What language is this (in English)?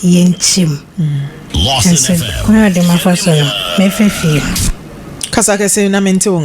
Akan